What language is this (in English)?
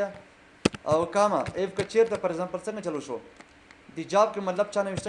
Pashto